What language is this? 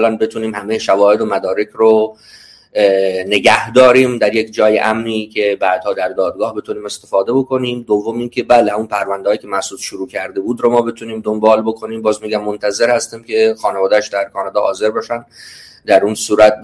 Persian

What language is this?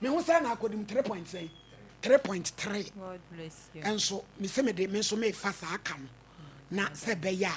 Akan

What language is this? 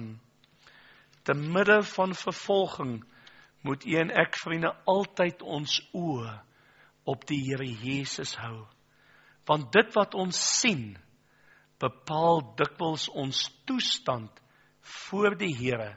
Afrikaans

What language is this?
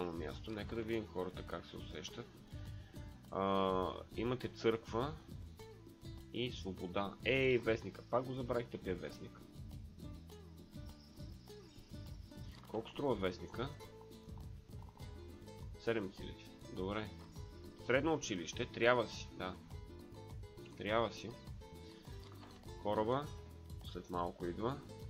Bulgarian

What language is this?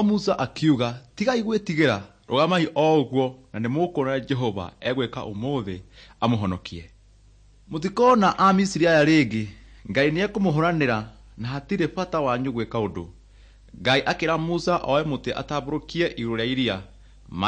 Kikuyu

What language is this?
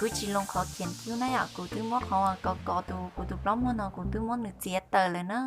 Hmong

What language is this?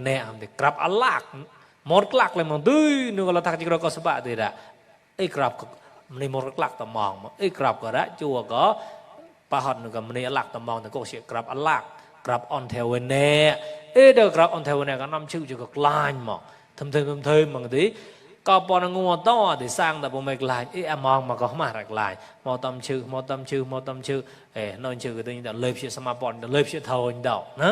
Mon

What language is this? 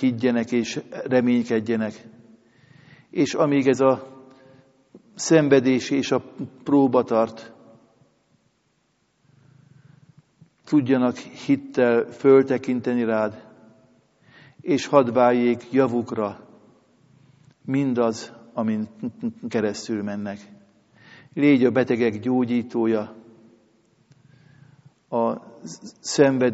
Hungarian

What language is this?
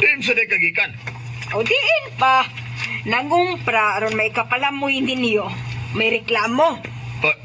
Cebuano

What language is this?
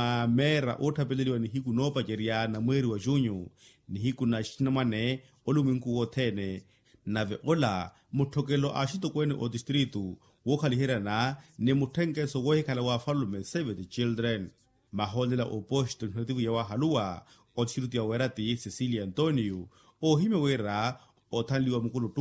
Makhuwa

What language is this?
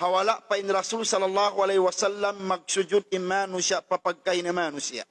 Tausug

